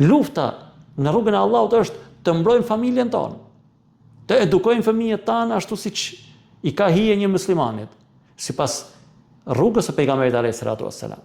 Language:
Albanian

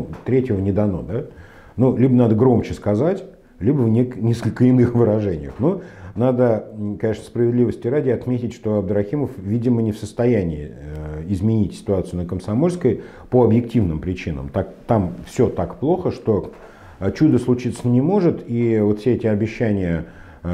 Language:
Russian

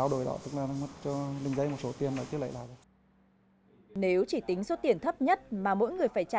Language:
Vietnamese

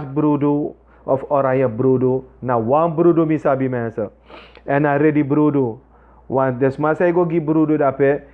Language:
Sranan Tongo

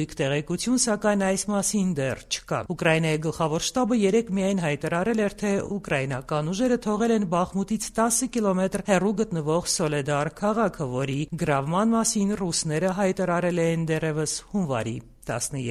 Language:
Armenian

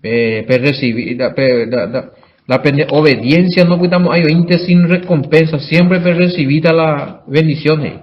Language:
Guarani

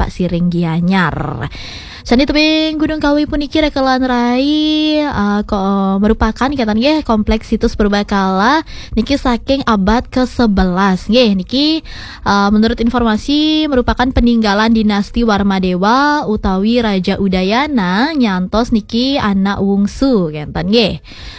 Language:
Balinese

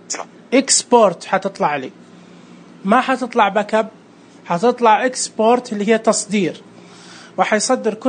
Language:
Najdi Arabic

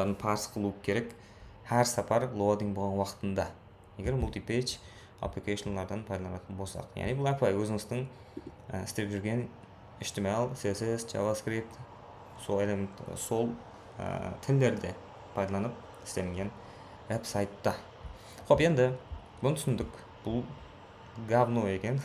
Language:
Kara-Kalpak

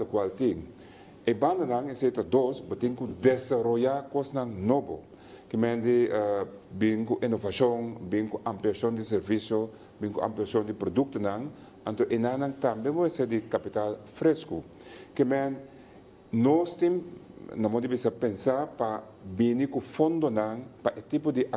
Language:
Papiamento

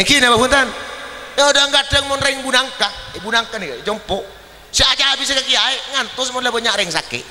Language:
Madurese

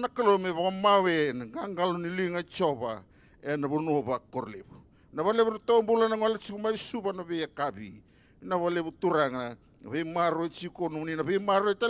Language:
Fijian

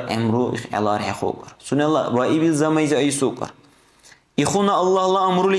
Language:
Dargwa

